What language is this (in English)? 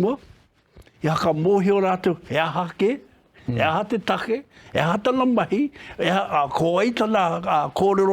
Māori